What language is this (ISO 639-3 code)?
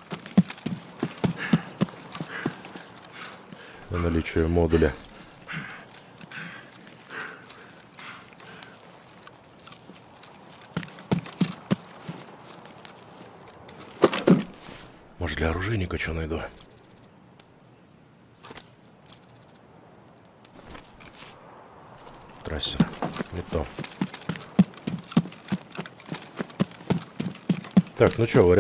rus